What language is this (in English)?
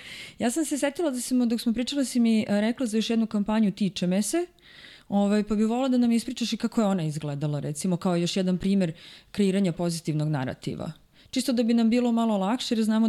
Serbian